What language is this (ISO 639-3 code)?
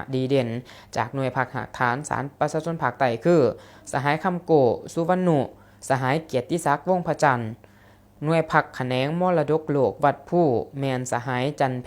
lao